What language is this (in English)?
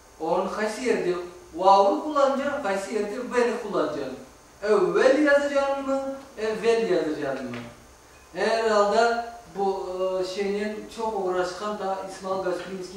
Crimean Tatar